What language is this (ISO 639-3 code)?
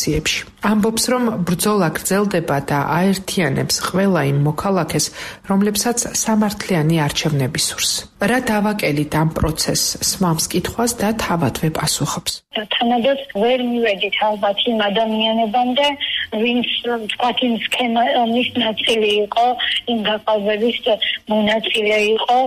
kat